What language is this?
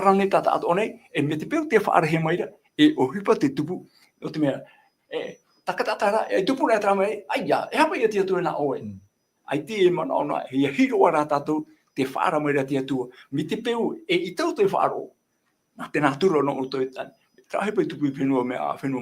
Tahitian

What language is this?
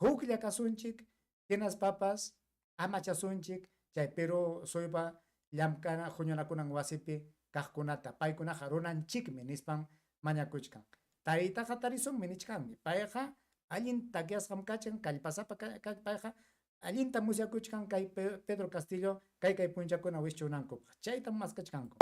Ayacucho Quechua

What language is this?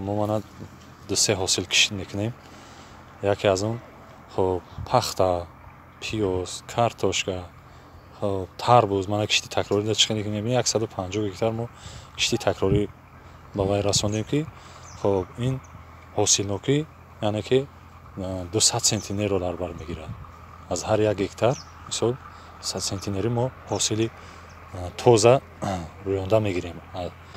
Tajik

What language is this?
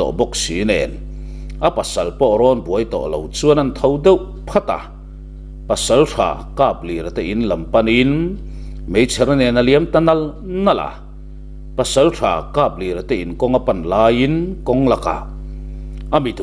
Mizo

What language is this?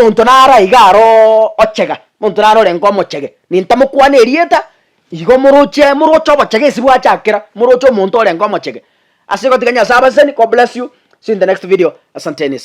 Gusii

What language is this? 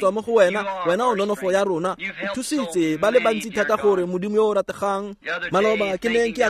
Tswana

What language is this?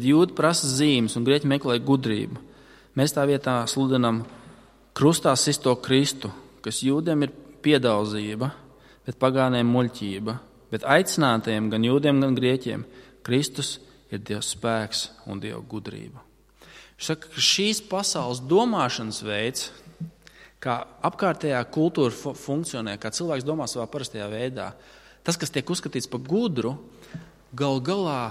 Latvian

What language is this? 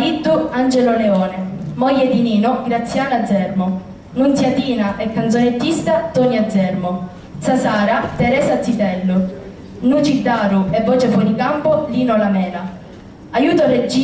Sicilian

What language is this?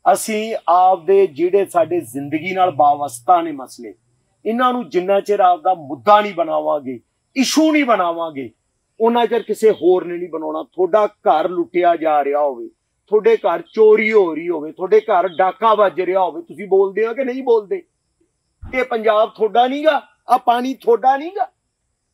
Punjabi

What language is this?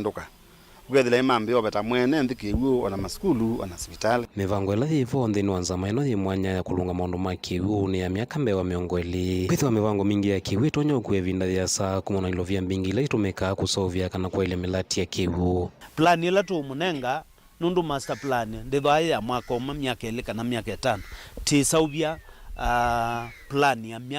Kamba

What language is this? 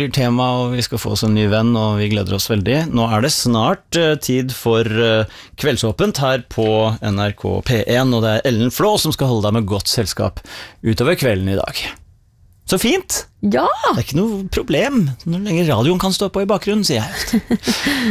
Norwegian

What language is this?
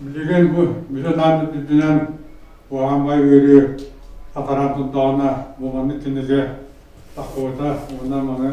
Yakut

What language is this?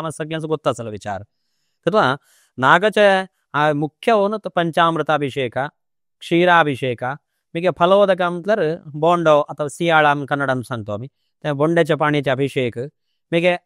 Konkani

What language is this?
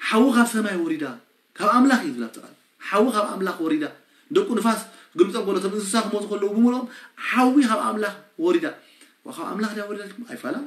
Tigrinya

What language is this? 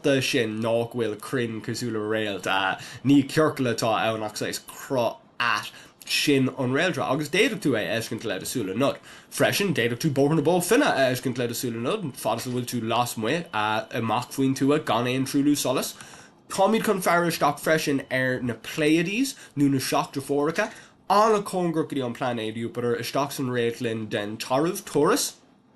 Irish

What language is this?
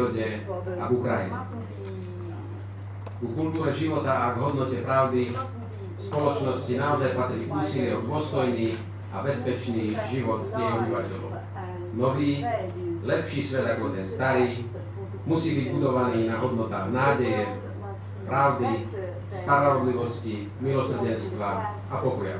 Slovak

